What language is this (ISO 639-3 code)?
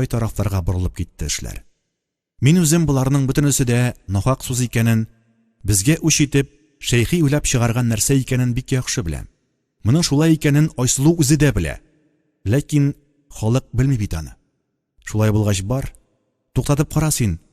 tat